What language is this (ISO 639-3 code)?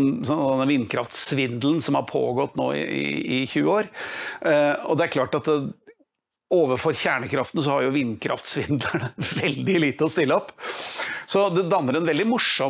nor